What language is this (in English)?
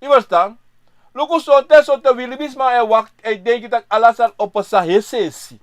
Sranan Tongo